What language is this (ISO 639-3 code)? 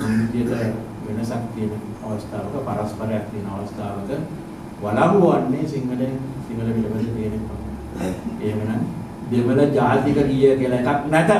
sin